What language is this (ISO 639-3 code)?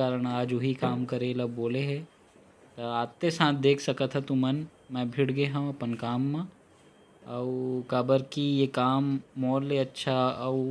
hne